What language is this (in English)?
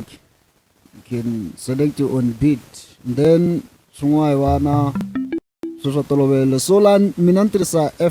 Tsonga